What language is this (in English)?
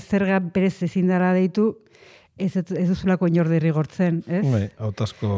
Basque